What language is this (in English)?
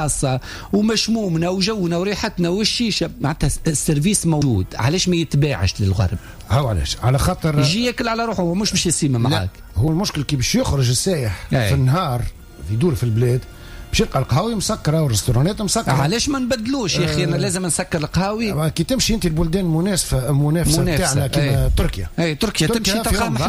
Tunisian Arabic